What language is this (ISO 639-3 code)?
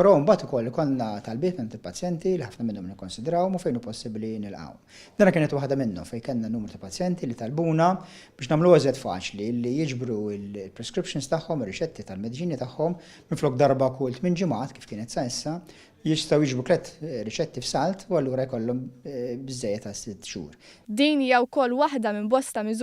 mlt